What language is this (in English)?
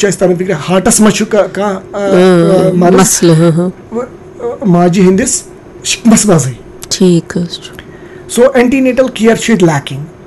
Kashmiri